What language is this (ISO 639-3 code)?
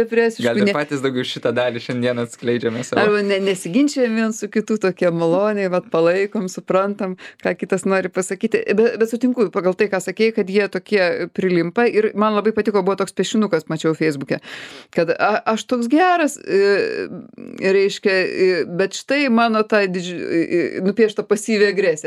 lit